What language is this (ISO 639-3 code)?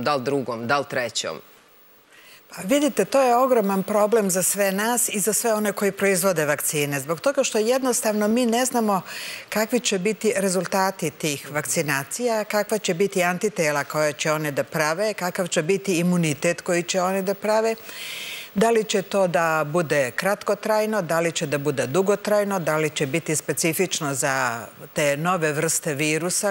srp